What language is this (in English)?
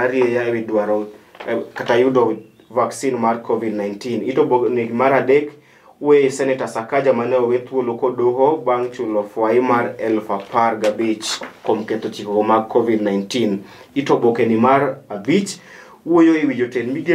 Luo (Kenya and Tanzania)